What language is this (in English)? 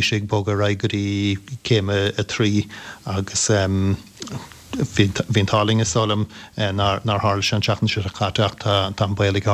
Irish